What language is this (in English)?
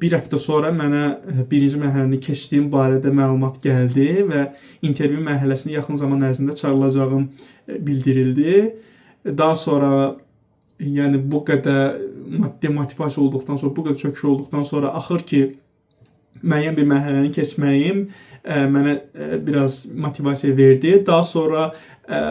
Azerbaijani